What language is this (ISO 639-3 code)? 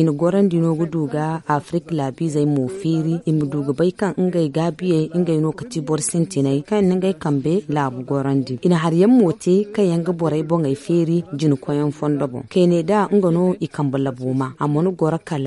dje